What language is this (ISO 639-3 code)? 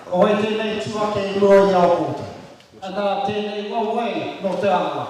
mri